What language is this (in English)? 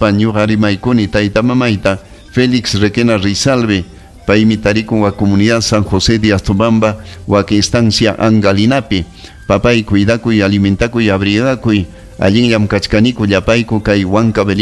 Ayacucho Quechua